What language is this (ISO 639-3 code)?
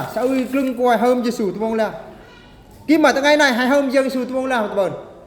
bru